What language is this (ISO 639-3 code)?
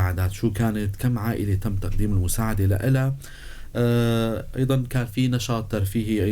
apc